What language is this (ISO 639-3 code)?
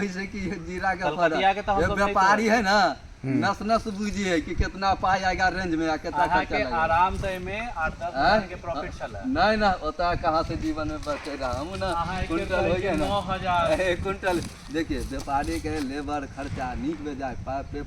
mai